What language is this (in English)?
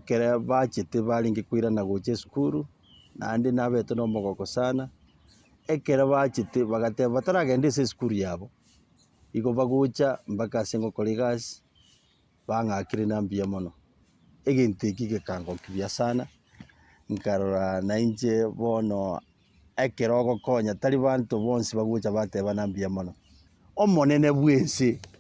Gusii